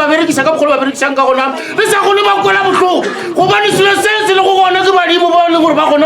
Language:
Northern Sotho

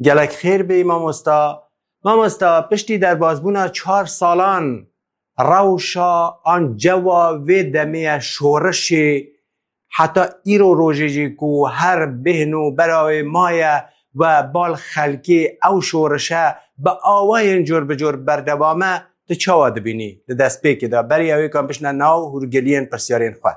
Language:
Kurdish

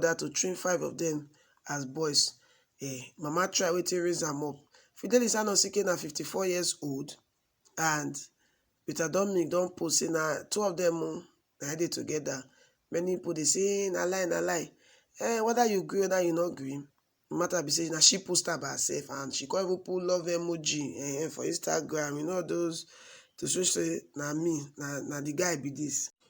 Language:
Nigerian Pidgin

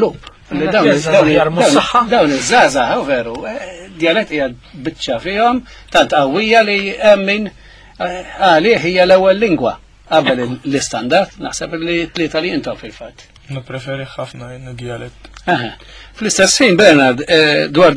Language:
Maltese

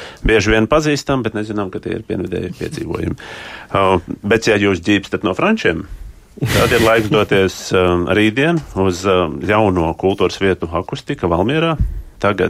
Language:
Latvian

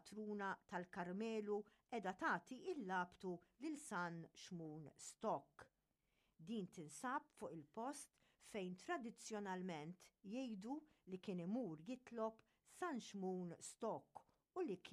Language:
Maltese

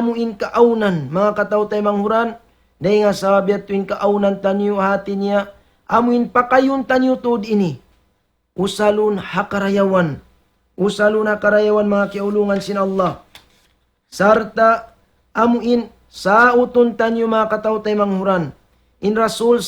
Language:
Tausug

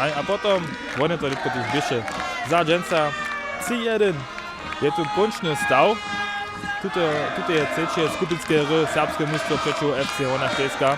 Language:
Upper Sorbian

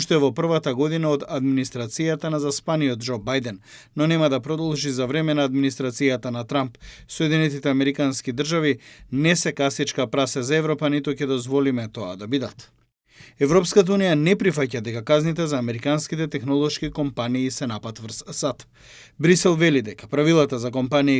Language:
Macedonian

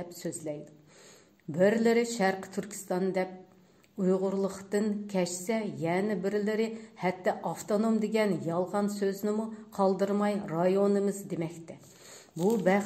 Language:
Uyghur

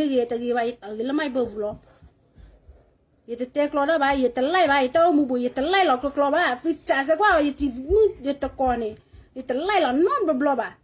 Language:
S'gaw Karen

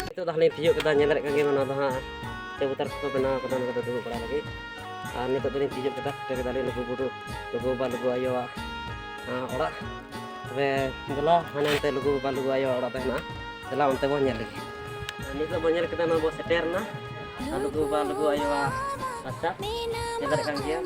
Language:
Santali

